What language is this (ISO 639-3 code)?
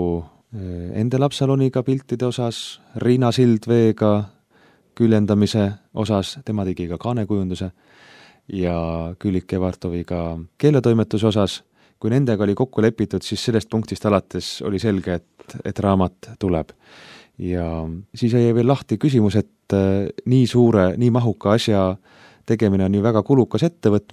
est